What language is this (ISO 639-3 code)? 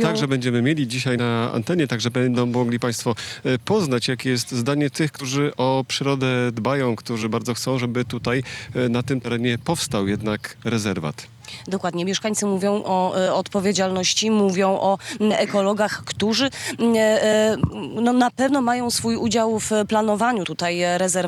pol